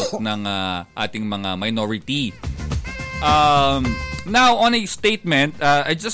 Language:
Filipino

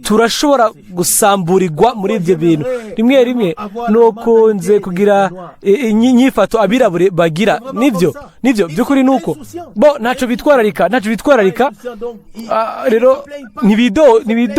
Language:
Rundi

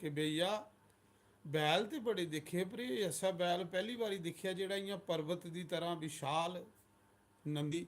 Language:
Dogri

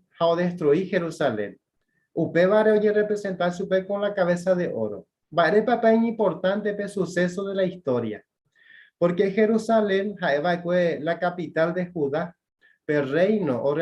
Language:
Guarani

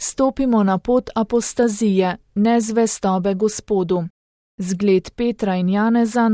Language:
Slovenian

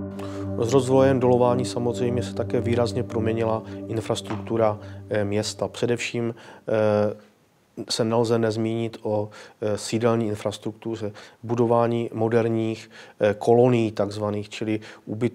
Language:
Czech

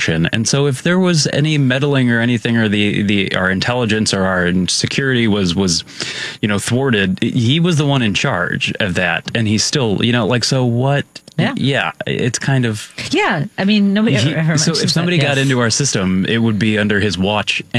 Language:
English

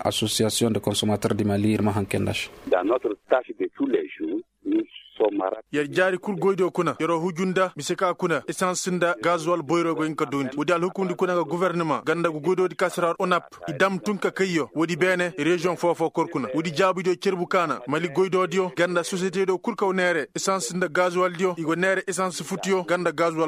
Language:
Koyraboro Senni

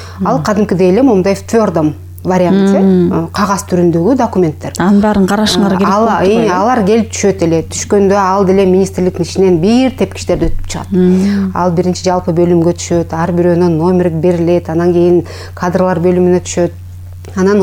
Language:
Kyrgyz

